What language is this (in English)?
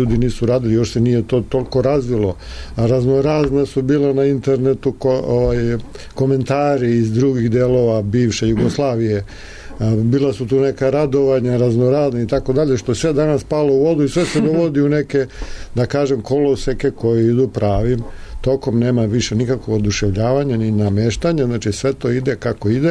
Serbian